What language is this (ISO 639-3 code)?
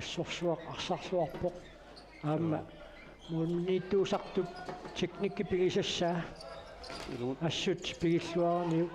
kal